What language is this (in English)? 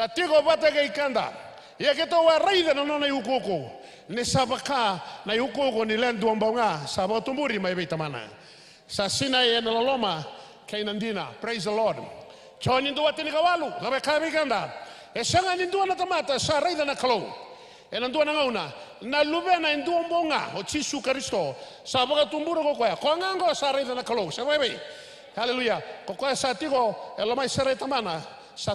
Fijian